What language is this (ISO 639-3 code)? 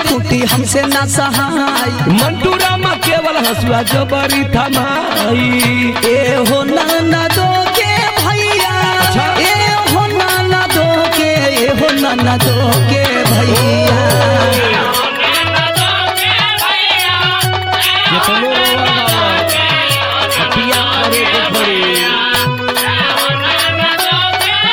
bho